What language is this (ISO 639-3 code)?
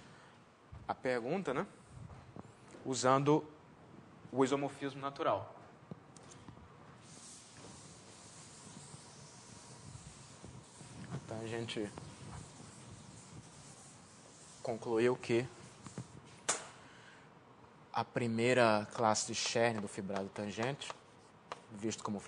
por